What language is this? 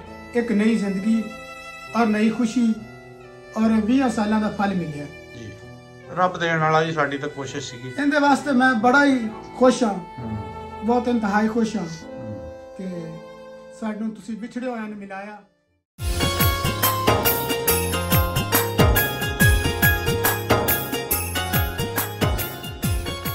Punjabi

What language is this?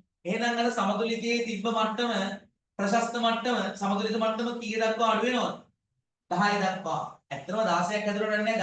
Sinhala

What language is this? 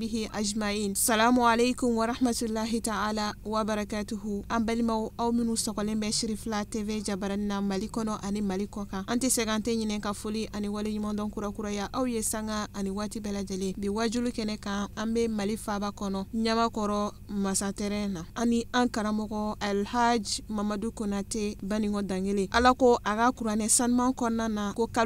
Bambara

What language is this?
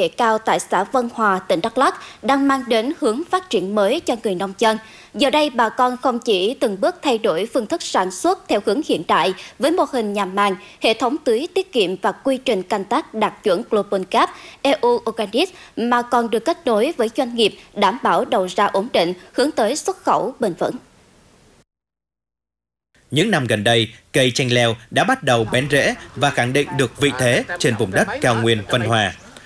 Vietnamese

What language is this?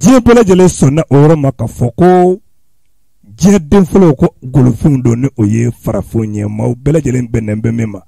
Bambara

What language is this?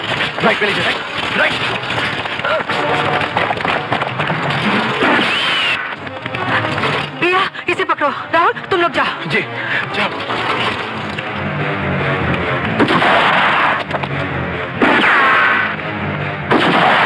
Hindi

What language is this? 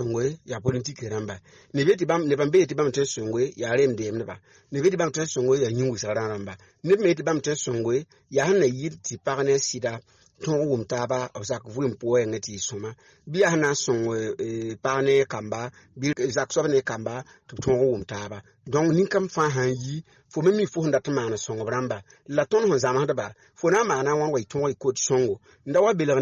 Mossi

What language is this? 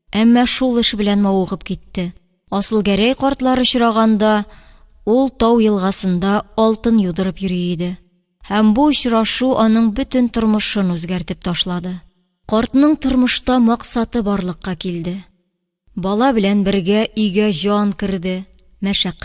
Tatar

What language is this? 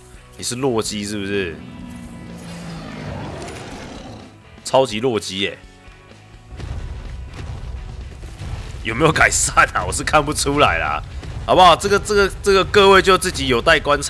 Chinese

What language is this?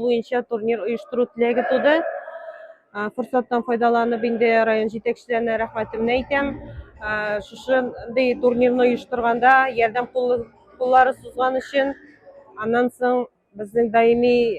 Tatar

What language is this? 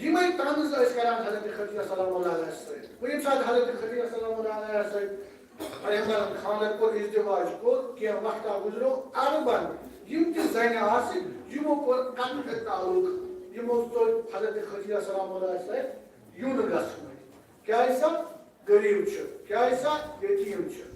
Kashmiri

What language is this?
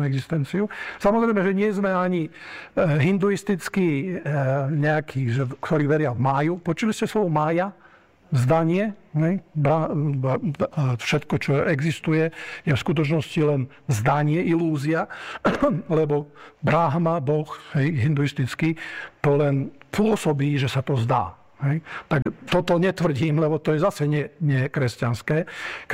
Slovak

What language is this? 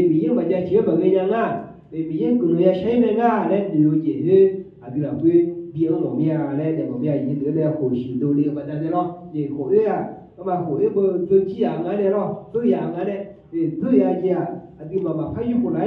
Akha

